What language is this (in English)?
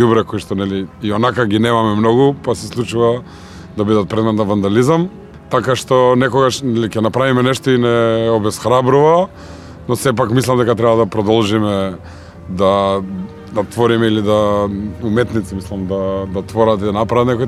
Macedonian